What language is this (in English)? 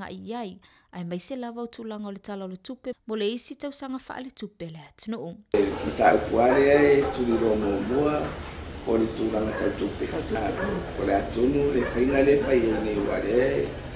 Samoan